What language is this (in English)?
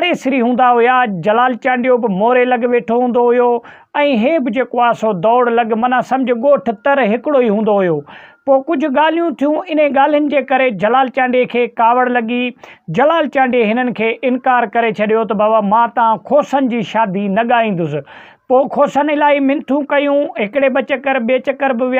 Sindhi